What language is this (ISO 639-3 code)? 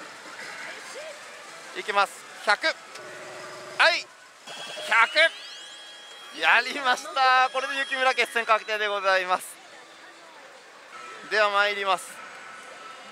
jpn